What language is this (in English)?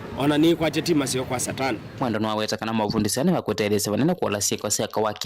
Kamba